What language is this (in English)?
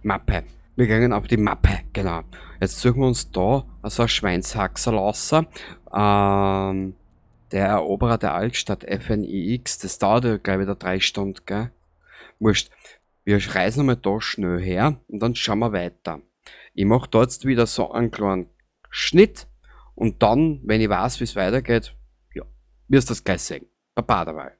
Bavarian